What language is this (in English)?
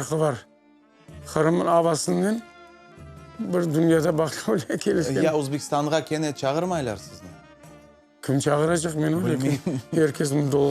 Crimean Tatar